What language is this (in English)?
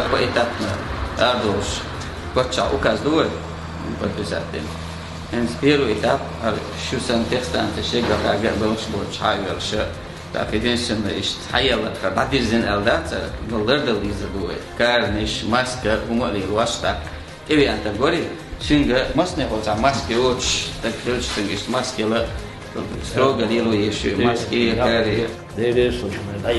Chechen